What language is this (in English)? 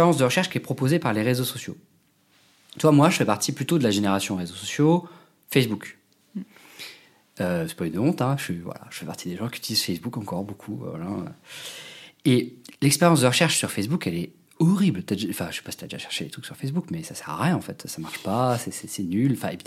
French